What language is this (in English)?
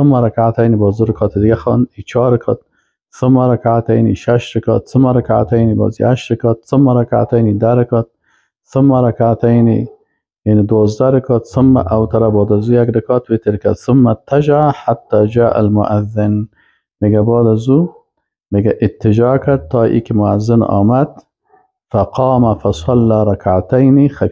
Persian